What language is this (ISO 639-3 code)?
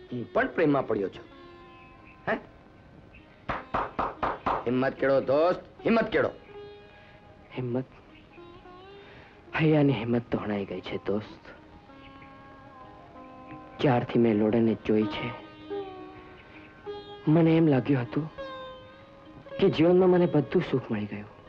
guj